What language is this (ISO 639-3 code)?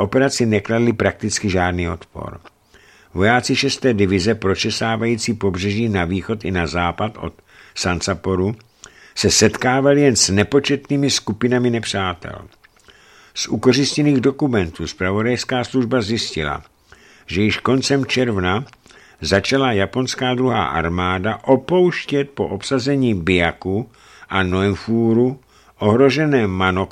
ces